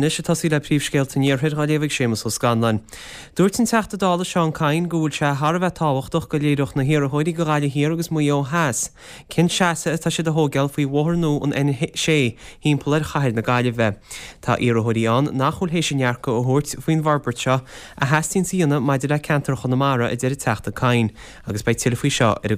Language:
Irish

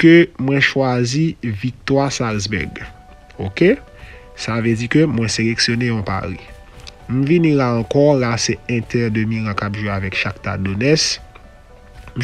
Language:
Haitian Creole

